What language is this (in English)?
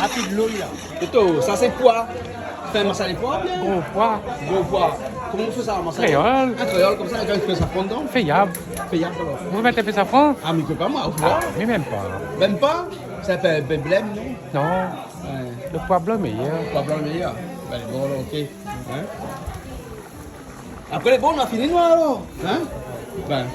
Réunion Creole French